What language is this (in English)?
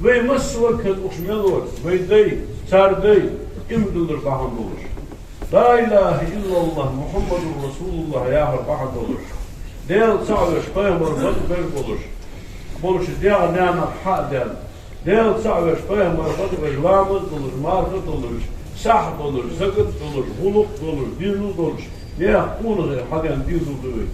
Ingush